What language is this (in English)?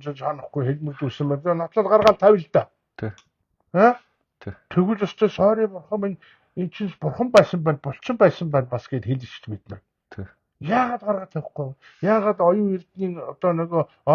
Mongolian